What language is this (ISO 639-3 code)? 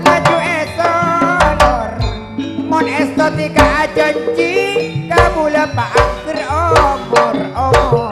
mad